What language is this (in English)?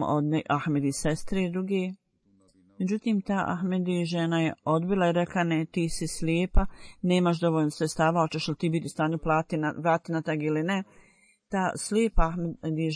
Bosnian